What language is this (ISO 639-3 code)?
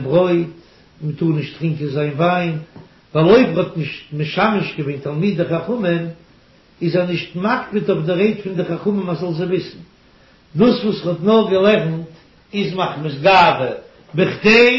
yid